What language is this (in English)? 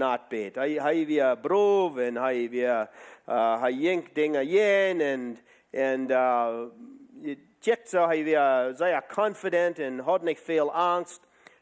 Plautdietsch